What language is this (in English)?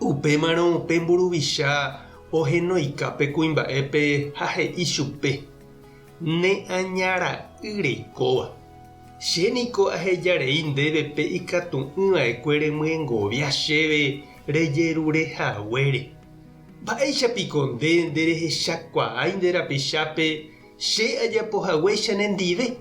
Guarani